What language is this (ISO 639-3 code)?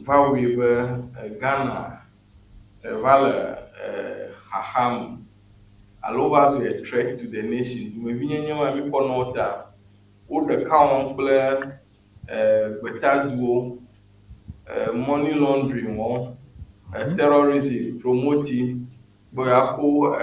ewe